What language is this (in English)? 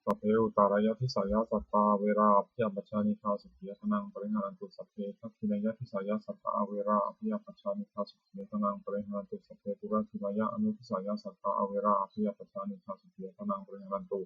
Pali